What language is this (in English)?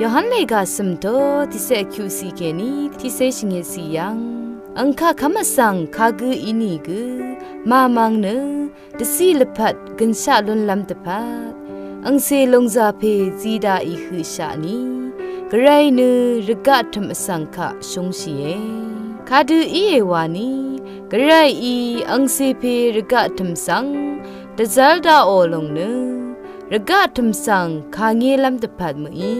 Rawang